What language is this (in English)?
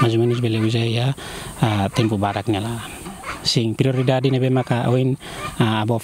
Tetum